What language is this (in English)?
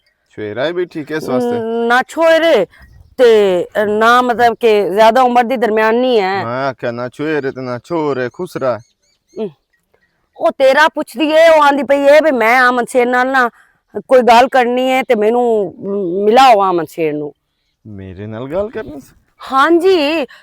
Western Panjabi